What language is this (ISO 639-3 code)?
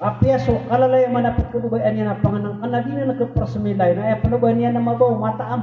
mrw